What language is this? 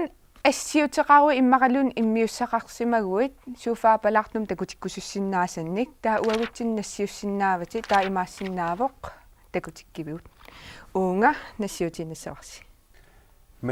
Kalaallisut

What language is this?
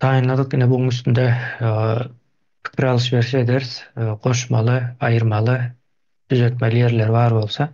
Turkmen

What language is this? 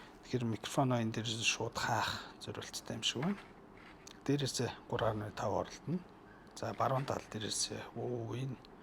Mongolian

